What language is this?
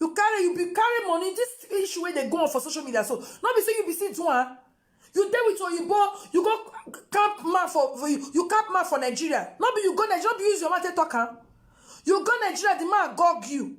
Nigerian Pidgin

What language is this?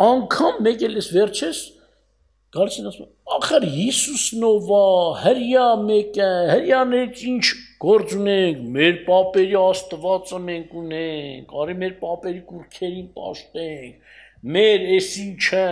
Armenian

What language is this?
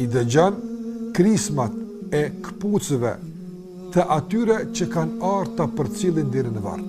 Albanian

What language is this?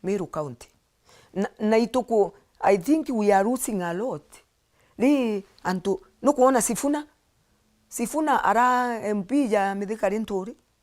Meru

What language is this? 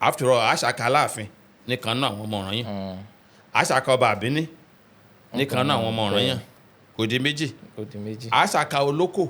Yoruba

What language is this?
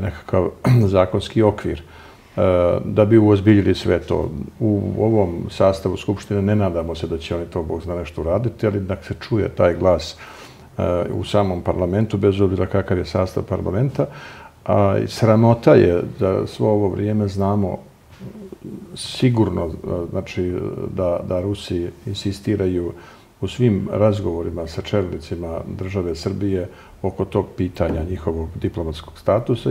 Serbian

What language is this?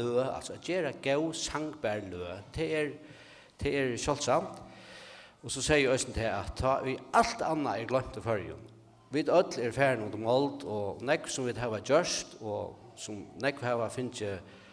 Faroese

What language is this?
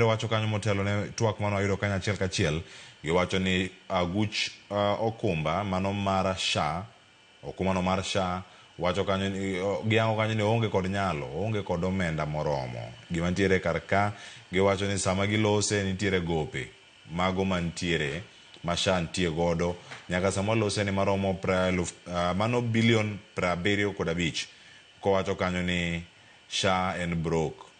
Luo (Kenya and Tanzania)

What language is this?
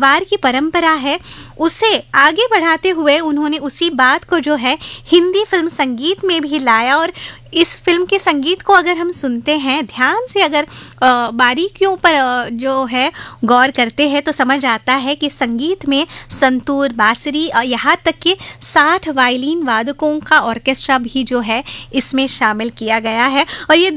Hindi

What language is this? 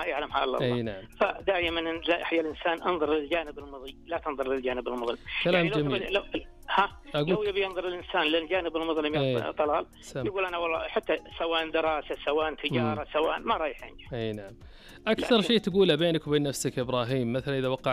Najdi Arabic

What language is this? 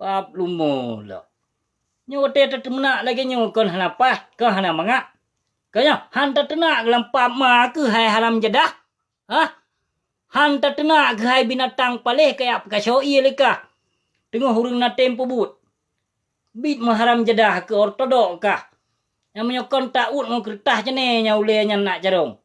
Achinese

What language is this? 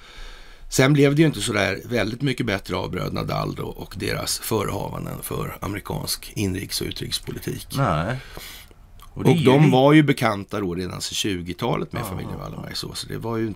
Swedish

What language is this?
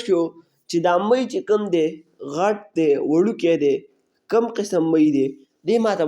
Pashto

